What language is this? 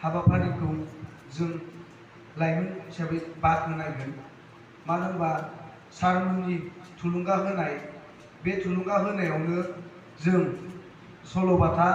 Bodo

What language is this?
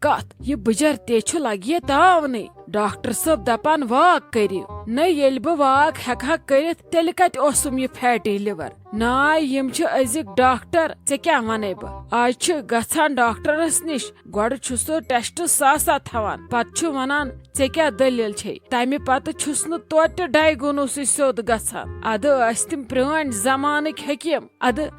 Kashmiri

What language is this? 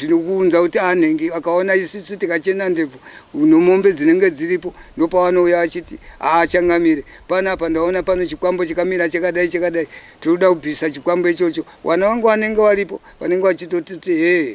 Shona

